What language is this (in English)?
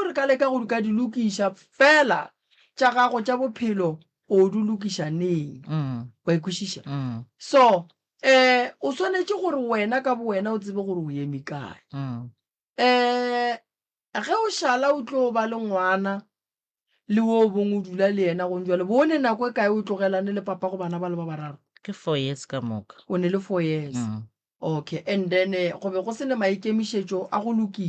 Northern Sotho